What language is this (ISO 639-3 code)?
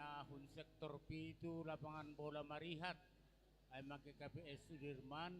bts